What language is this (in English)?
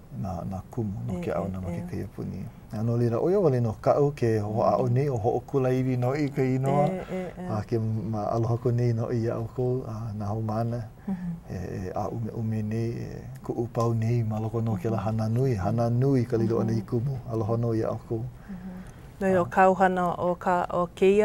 Hawaiian